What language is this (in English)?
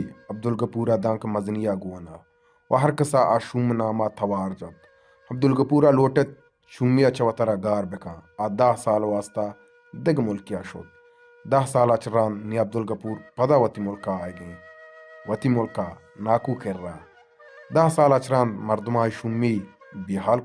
Baluchi